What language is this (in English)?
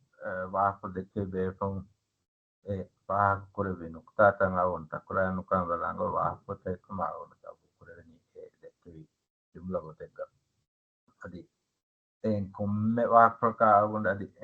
Divehi